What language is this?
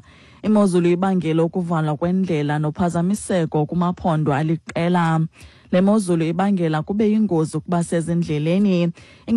Xhosa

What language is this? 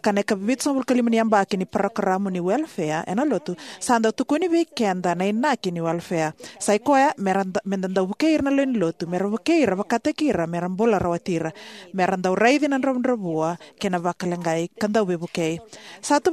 Fijian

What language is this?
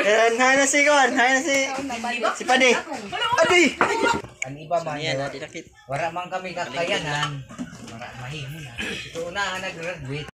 Waray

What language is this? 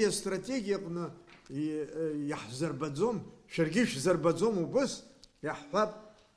Abkhazian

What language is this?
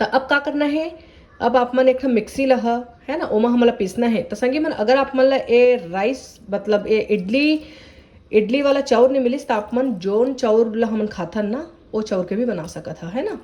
Chhattisgarhi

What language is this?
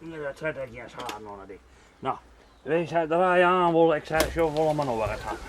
Western Frisian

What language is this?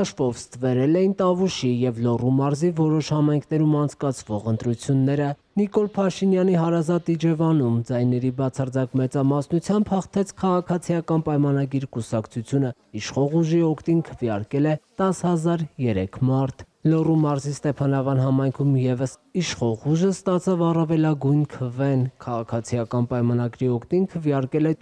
Armenian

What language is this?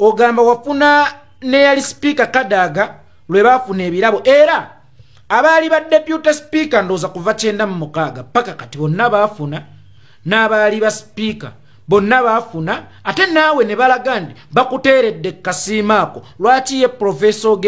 Ganda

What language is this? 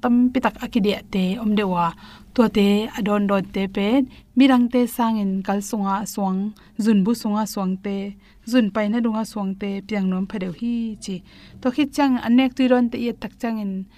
Tedim Chin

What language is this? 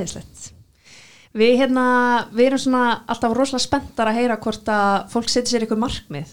Icelandic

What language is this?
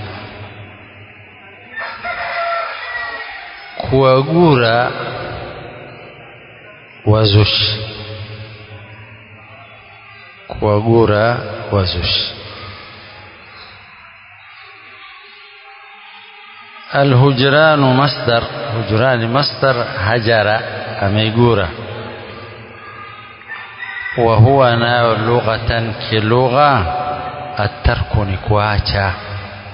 Swahili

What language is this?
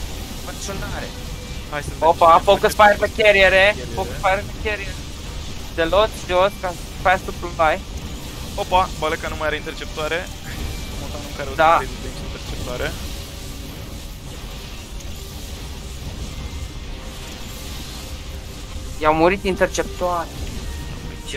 Romanian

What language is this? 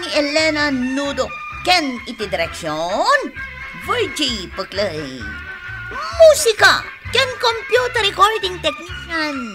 Iloko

